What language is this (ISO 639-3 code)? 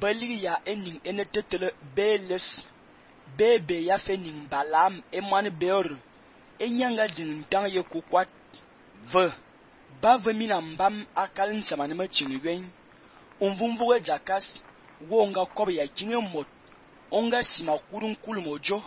fan